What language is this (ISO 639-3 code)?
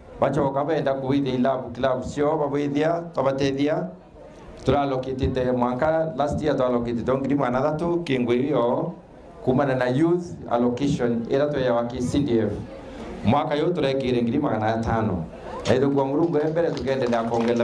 mer